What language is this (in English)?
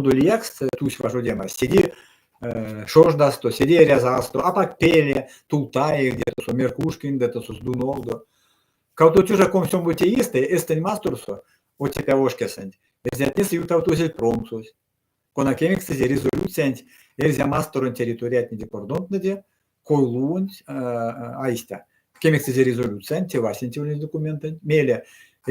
Erzya